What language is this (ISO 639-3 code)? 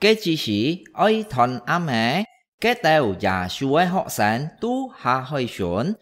hak